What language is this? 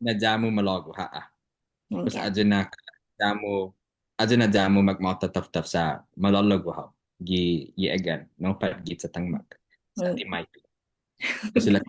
Chamorro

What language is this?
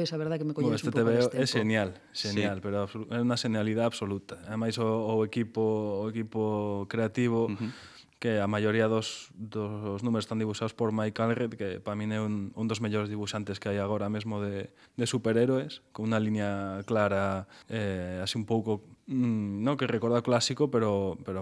Galician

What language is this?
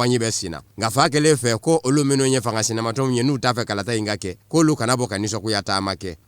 Bambara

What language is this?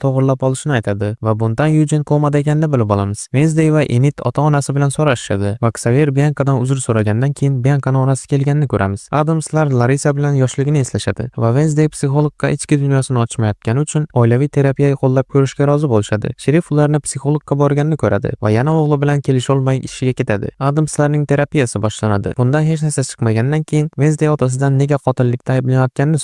Uzbek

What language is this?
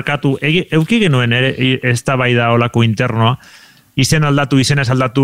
Basque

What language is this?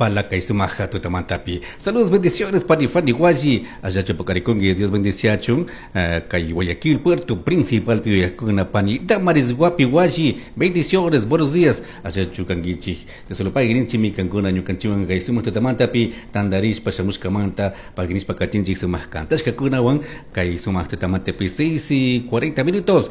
Chimborazo Highland Quichua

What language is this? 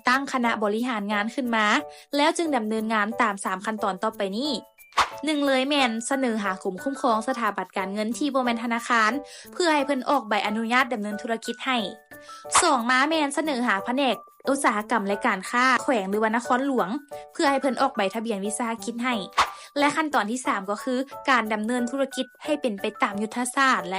Lao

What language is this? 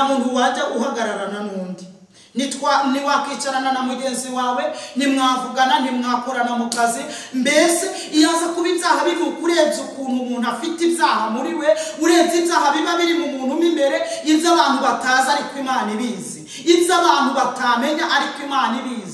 Kinyarwanda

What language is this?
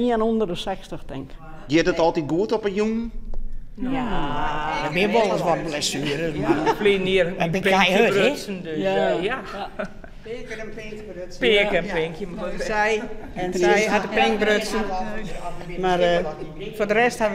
Western Frisian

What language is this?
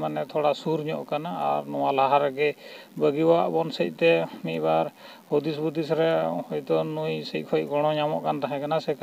Santali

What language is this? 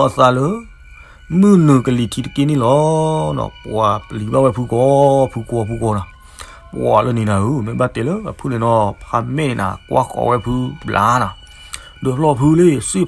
S'gaw Karen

